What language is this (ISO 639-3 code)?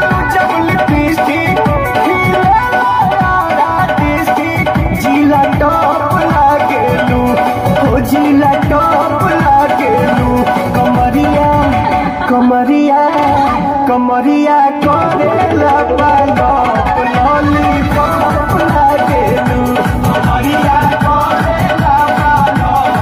bho